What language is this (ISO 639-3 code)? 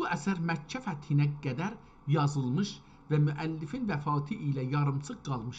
azb